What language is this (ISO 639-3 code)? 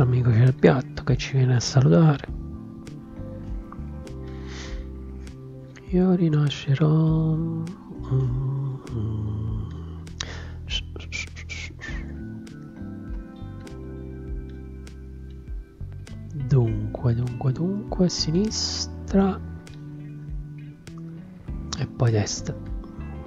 ita